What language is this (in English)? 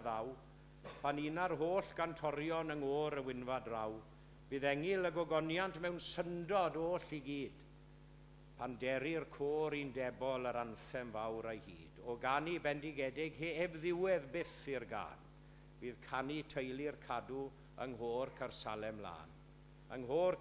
Welsh